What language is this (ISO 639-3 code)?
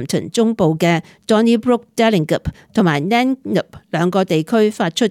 yue